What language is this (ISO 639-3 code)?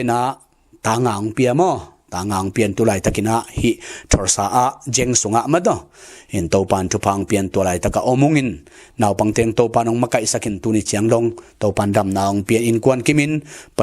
ctd